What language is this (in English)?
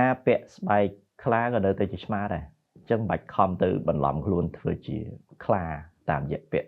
Khmer